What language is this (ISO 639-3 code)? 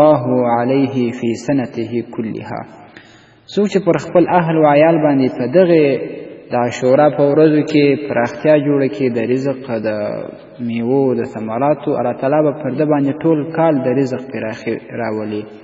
pus